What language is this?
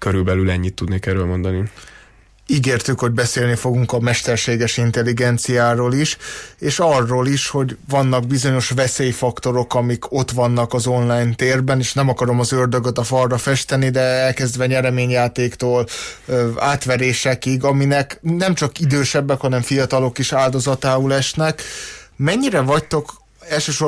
Hungarian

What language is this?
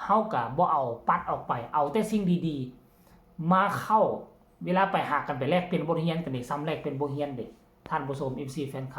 Northeastern Thai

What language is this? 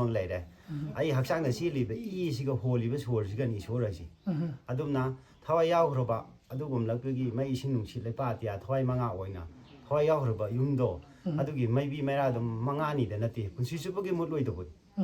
Manipuri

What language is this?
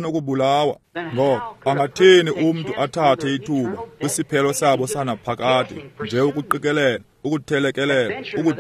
Xhosa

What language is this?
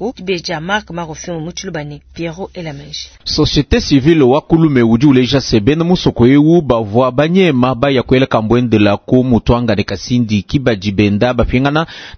Luba-Lulua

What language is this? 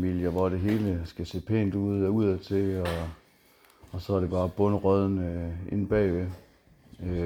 Danish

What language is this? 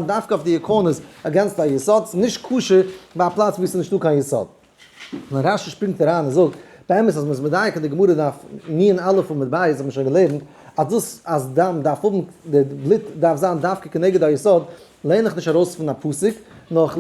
Yiddish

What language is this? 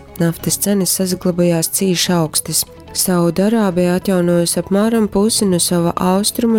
Latgalian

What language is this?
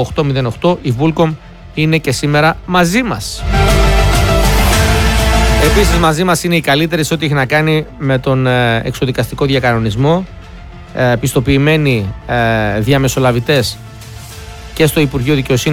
Greek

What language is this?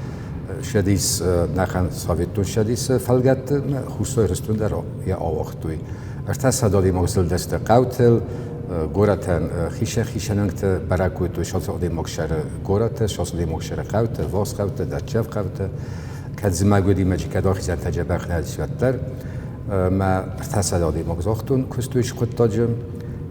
Ossetic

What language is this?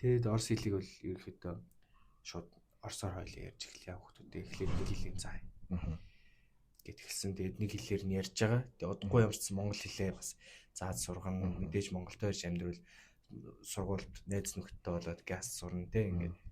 Mongolian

